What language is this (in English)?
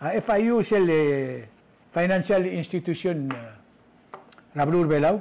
Palauan